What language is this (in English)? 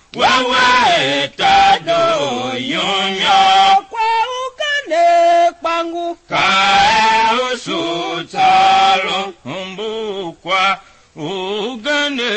Tiv